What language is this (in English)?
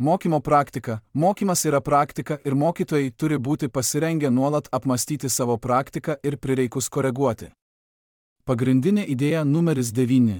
Lithuanian